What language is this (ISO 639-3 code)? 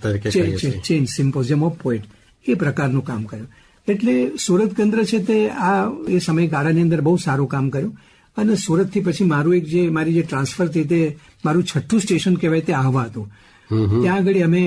guj